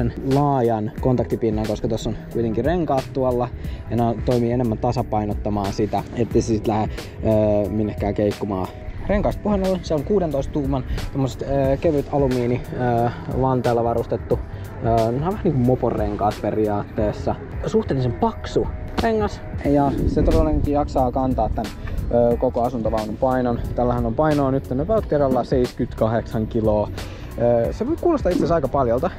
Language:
Finnish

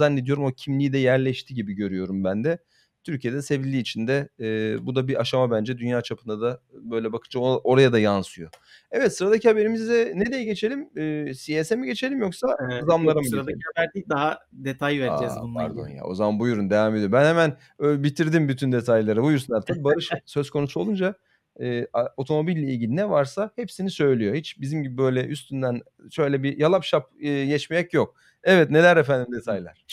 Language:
Turkish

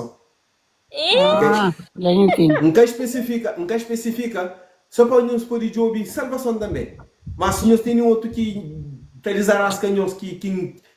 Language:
Kabuverdianu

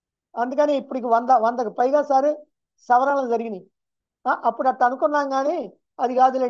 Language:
Telugu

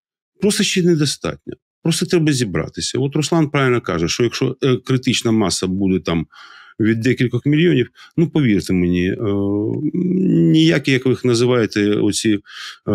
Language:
Ukrainian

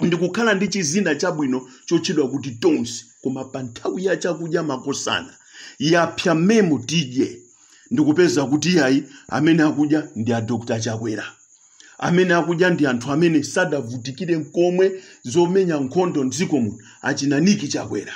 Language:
Nyanja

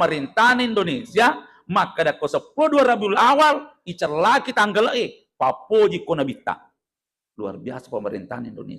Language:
Buginese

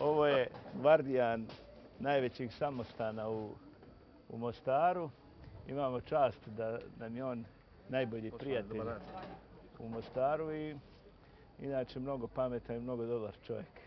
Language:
Bosnian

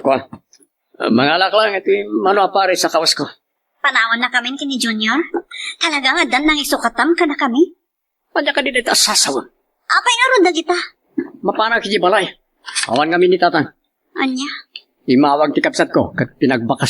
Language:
Iloko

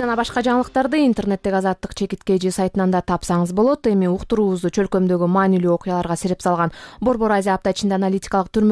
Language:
Kyrgyz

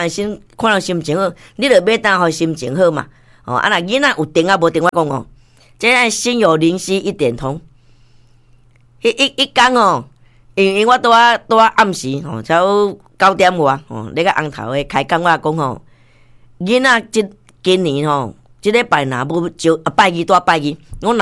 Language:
Min Nan Chinese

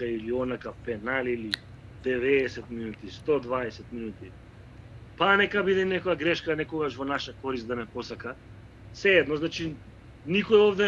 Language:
Macedonian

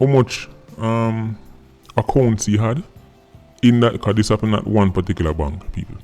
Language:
Jamaican Creole English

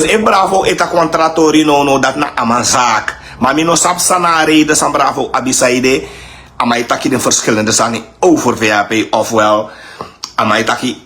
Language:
Sranan Tongo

